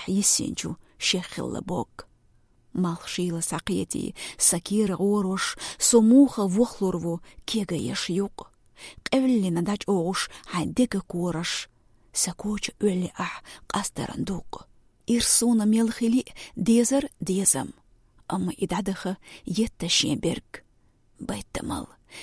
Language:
Chechen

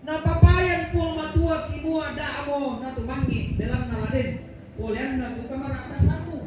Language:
Toraja-Sa'dan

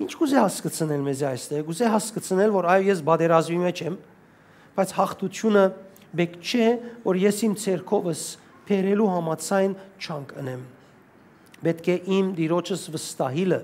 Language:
Western Armenian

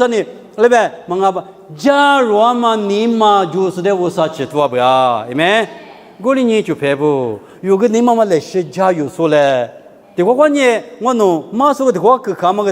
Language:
Lisu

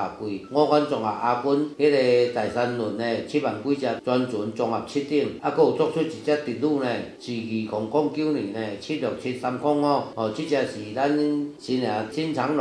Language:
Min Nan Chinese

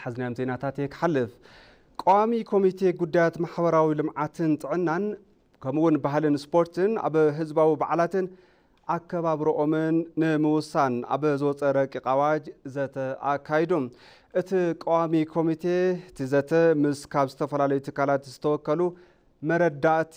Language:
Tigrinya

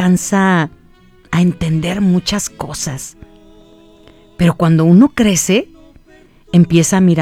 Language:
Spanish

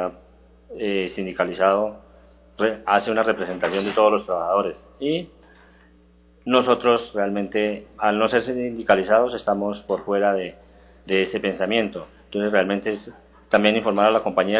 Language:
Spanish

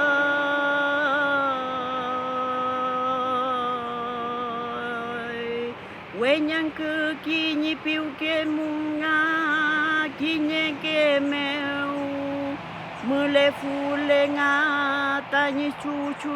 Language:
Mapuche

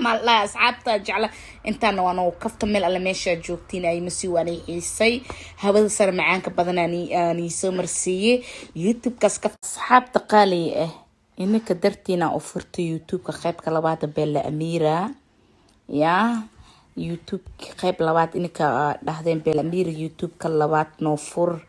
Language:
Somali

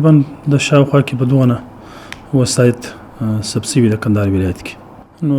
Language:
Pashto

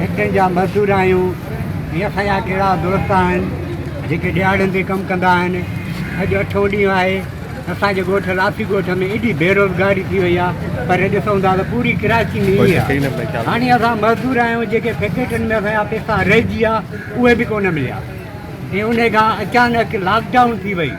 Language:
Sindhi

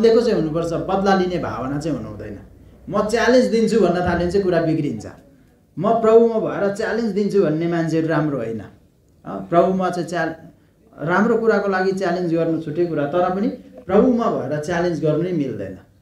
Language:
Nepali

